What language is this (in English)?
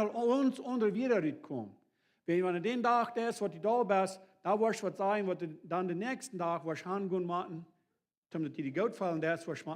Plautdietsch